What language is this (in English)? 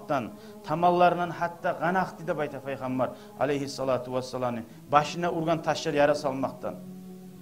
Kumyk